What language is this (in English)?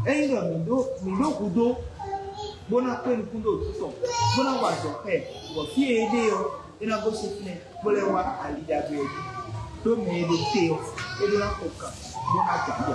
Fon